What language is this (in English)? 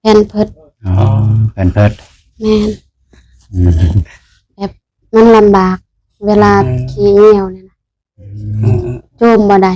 Lao